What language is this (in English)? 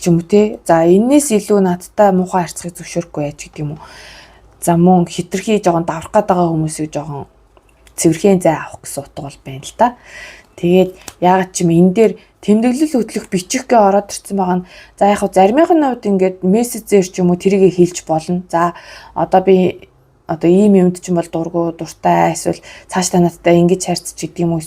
Mongolian